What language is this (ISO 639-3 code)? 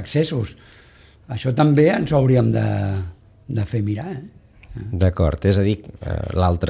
cat